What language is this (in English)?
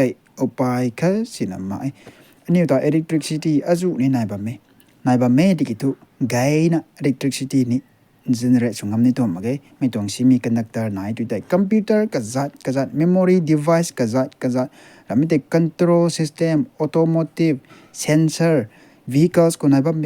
Rongmei Naga